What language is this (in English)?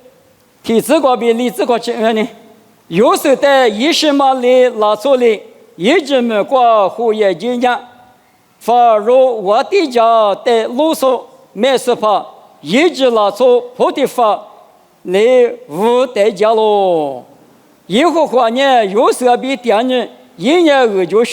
Lisu